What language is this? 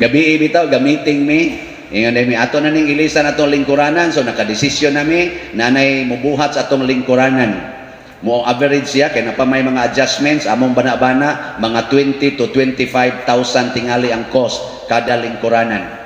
Cebuano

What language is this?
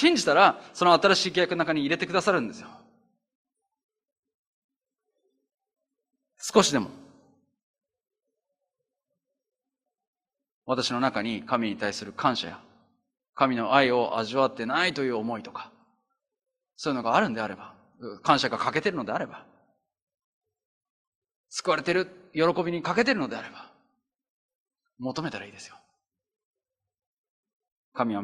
Japanese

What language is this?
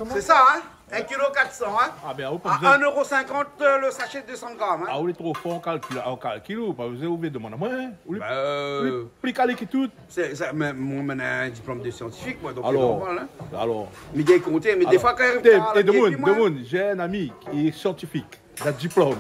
Réunion Creole French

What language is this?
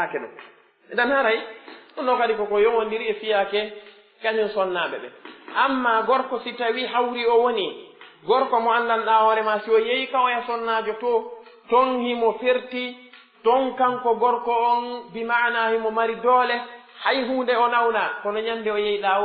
Pular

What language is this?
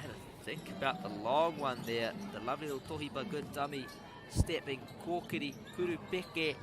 Māori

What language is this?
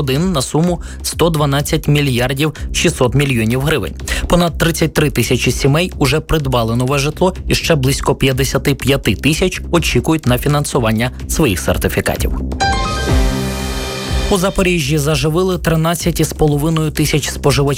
Ukrainian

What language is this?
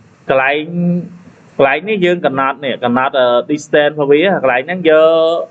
Khmer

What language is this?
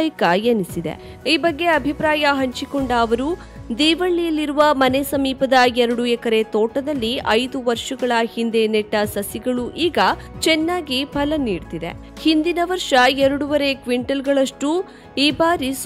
Kannada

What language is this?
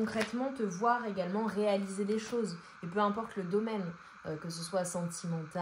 French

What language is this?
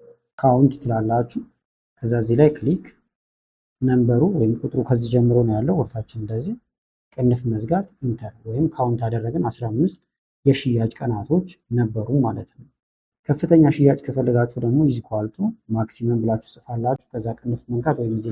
Amharic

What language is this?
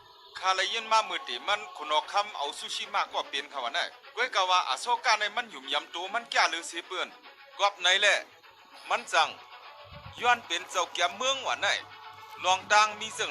Shan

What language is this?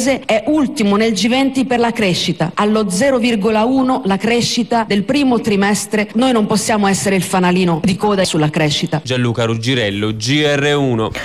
Italian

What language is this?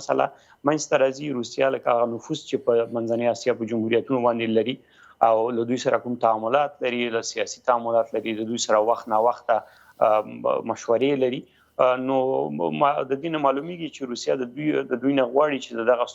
Pashto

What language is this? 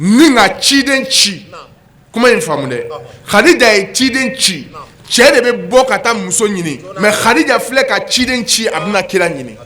Bambara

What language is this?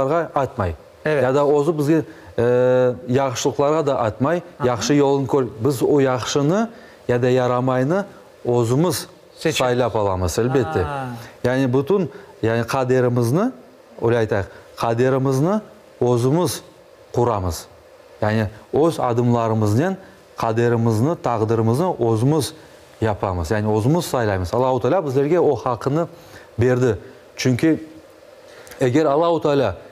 Crimean Tatar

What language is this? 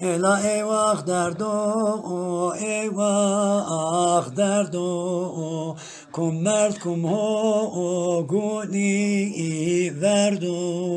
Zaza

